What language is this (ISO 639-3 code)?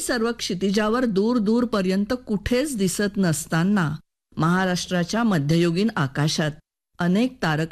mar